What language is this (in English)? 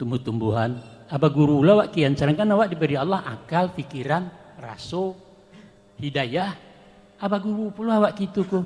Minangkabau